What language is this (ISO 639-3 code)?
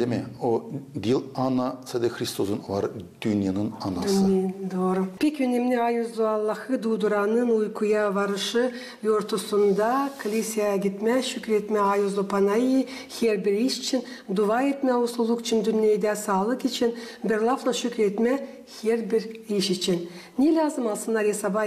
gag